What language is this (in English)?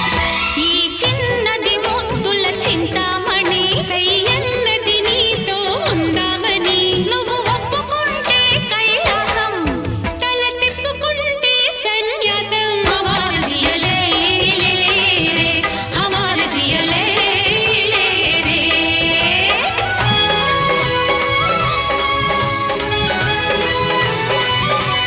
Telugu